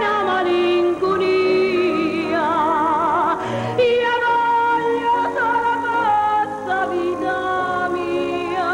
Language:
Neapolitan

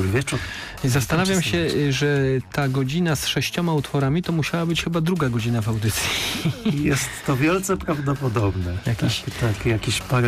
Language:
Polish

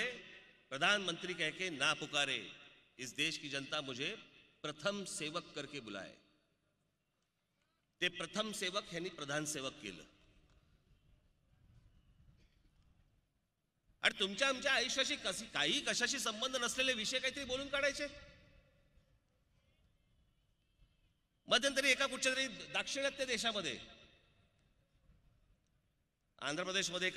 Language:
Marathi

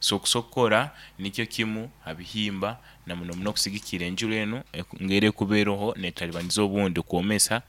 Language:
Nyankole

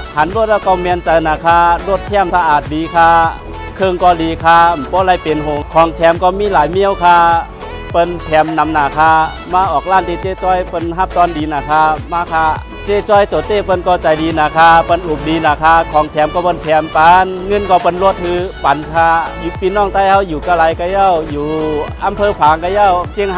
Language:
Shan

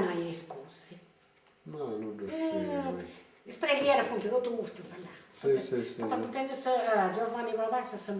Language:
Sardinian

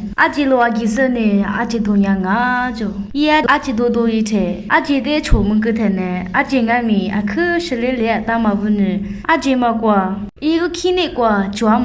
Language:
Lisu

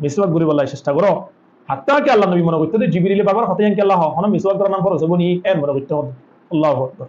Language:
Rohingya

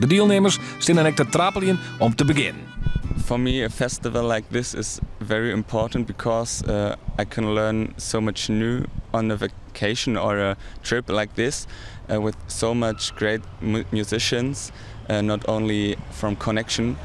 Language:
Western Frisian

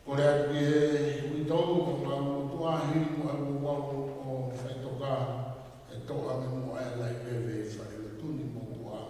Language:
Tongan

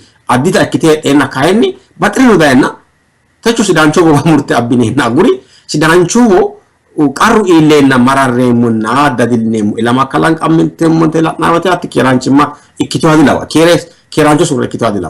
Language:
Sidamo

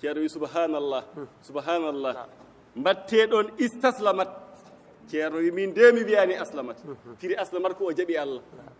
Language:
Fula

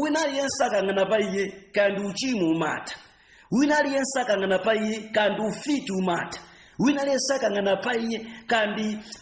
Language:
Nyanja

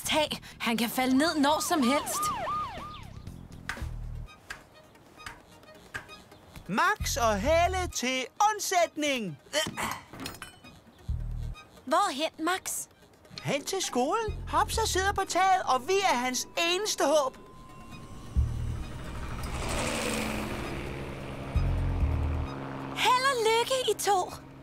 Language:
Danish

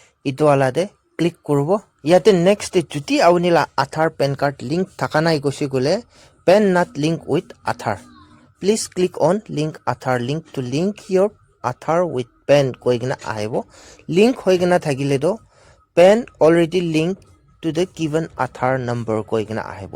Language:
Naga Pidgin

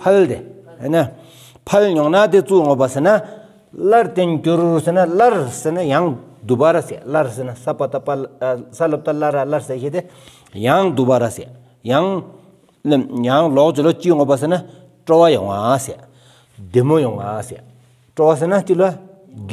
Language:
Stod Bhoti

